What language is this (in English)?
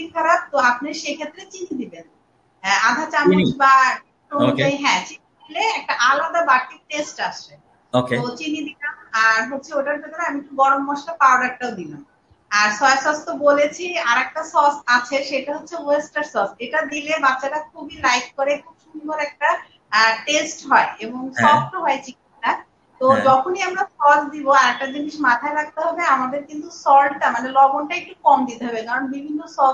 Bangla